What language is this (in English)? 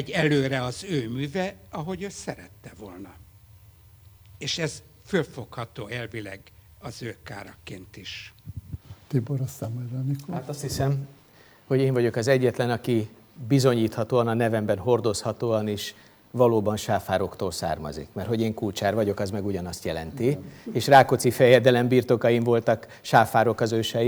Hungarian